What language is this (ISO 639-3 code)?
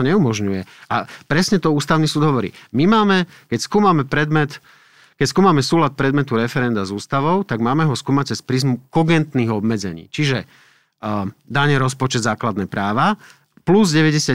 slk